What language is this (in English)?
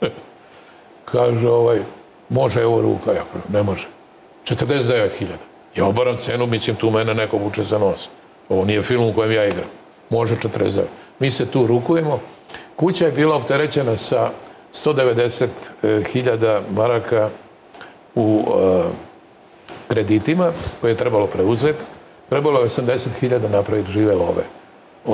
Serbian